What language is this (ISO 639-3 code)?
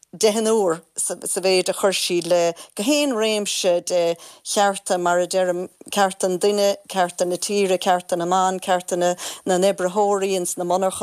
gle